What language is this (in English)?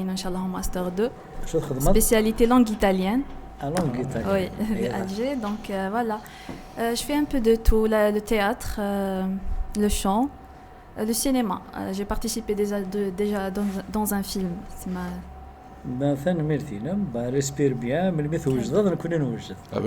Kabyle